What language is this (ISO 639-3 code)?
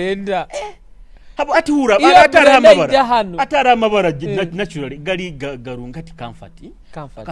nyo